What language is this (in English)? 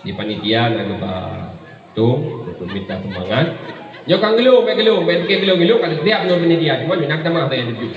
Achinese